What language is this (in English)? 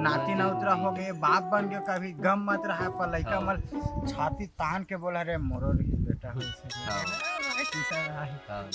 Chhattisgarhi